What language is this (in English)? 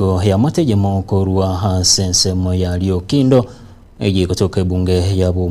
Gusii